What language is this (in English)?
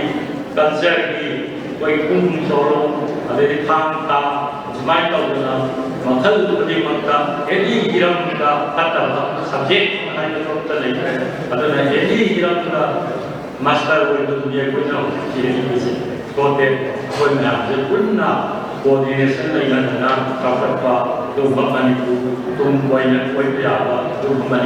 Manipuri